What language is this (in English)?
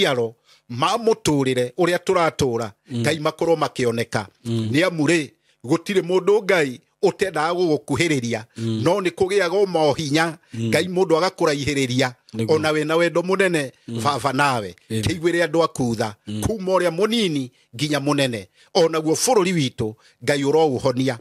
Kikuyu